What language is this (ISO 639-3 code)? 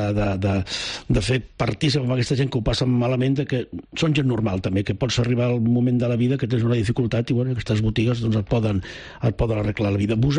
cat